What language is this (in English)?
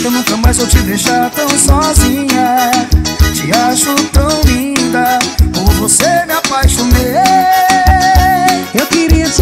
Portuguese